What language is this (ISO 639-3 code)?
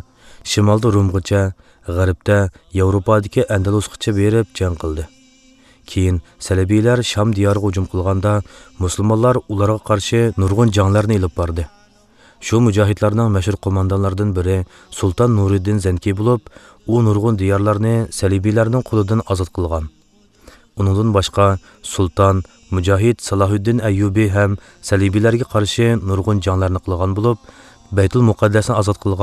uig